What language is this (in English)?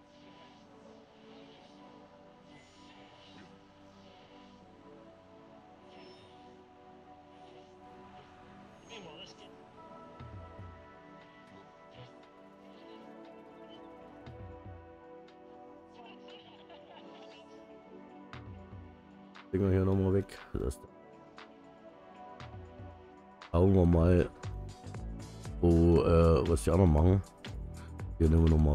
German